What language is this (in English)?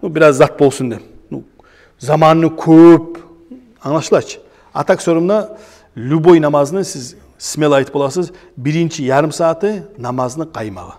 Kumyk